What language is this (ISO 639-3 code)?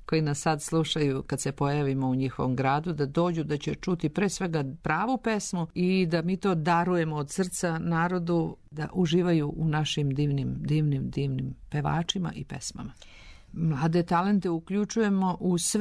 srp